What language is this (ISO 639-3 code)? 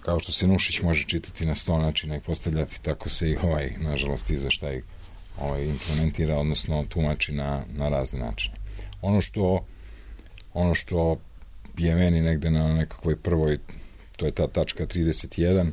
srp